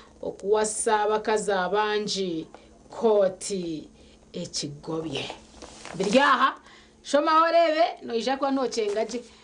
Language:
Nyankole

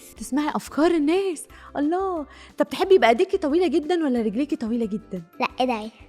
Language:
Egyptian Arabic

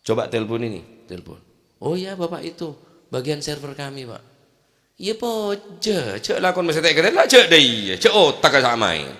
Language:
Madurese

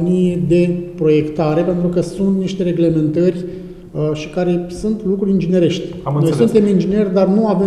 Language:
Romanian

